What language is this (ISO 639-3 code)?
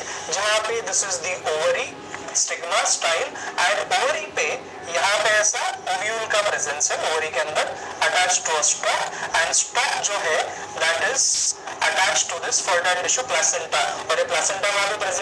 hin